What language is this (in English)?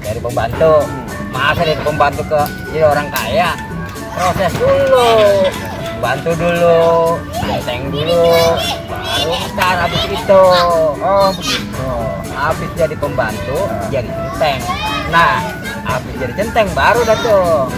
Betawi